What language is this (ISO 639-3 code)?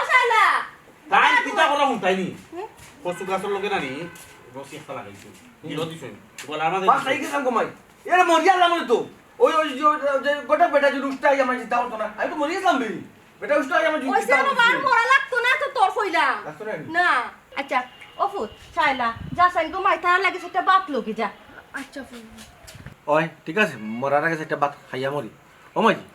syl